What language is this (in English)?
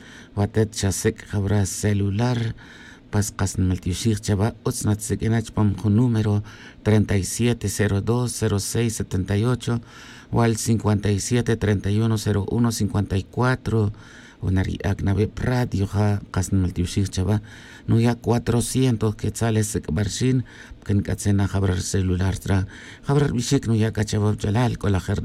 Tz'utujil